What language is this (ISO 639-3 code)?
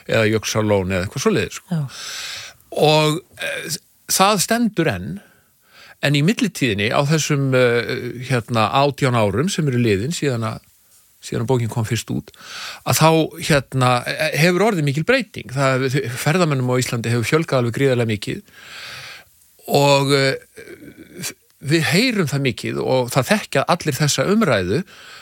isl